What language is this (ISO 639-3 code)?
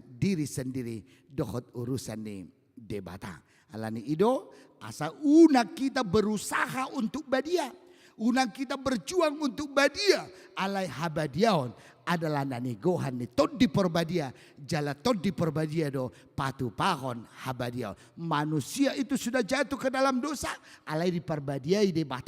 bbc